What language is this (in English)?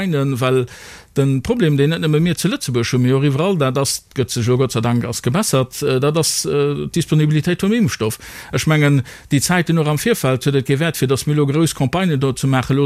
Luxembourgish